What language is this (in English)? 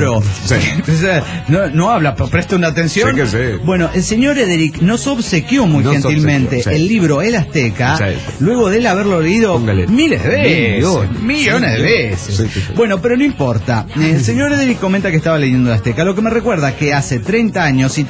Spanish